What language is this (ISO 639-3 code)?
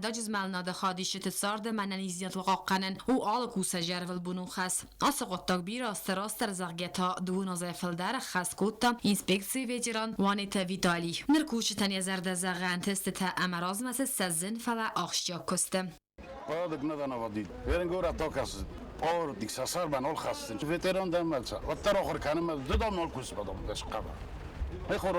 oss